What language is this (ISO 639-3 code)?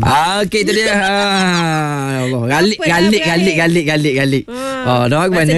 msa